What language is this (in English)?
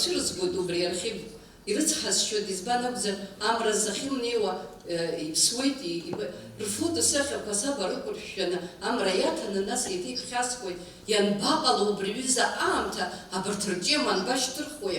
Abkhazian